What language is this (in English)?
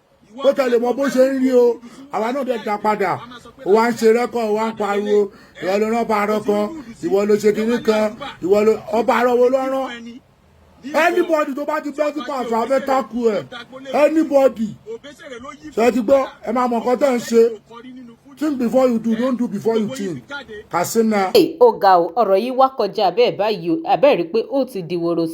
Yoruba